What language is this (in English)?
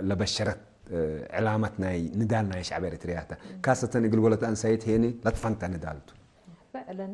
Tigre